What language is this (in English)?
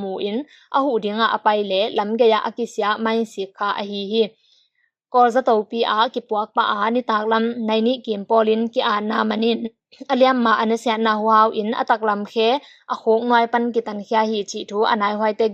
Tedim Chin